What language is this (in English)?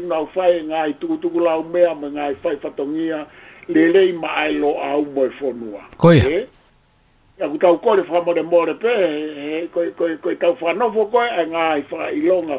Tongan